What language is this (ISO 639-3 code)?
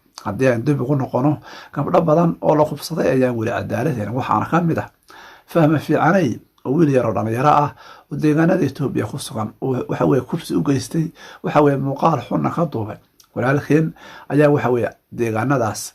som